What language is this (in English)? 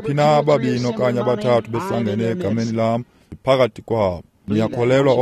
Xhosa